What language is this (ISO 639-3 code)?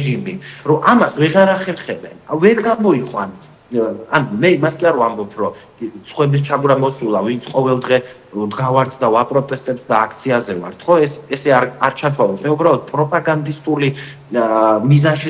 kat